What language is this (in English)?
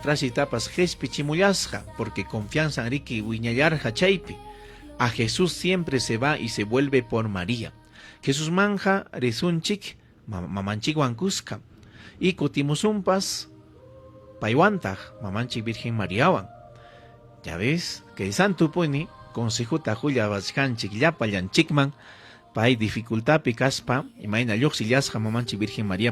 Ayacucho Quechua